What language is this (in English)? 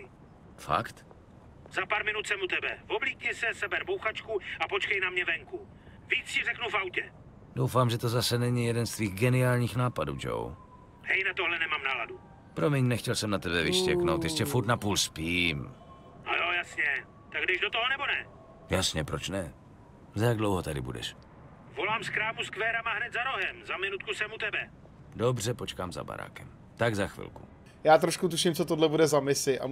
Czech